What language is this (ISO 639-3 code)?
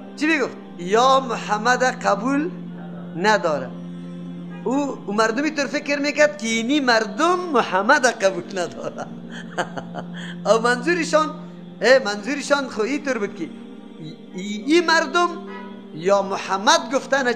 tgk